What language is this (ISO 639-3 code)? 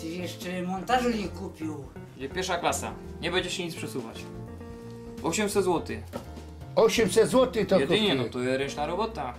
szl